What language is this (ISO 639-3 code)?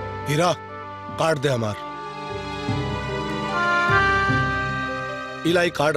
bho